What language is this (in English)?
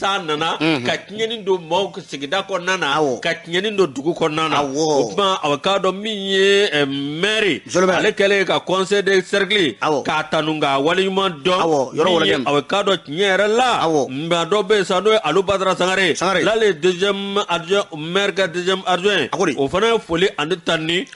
Bambara